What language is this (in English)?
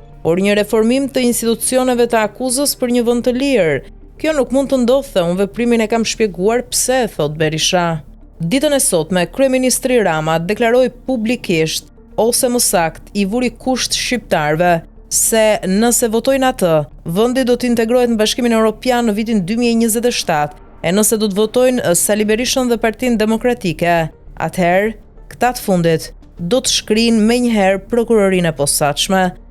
Albanian